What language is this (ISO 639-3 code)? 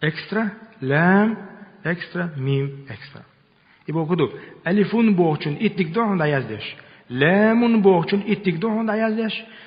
che